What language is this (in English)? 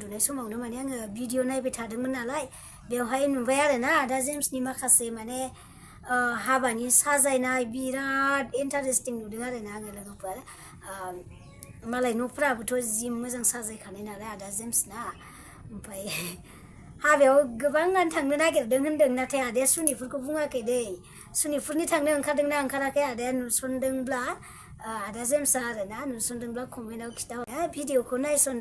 Bodo